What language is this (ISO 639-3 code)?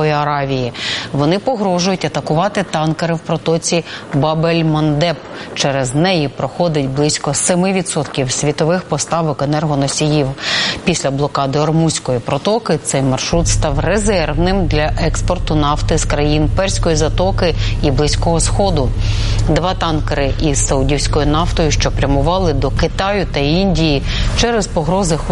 ukr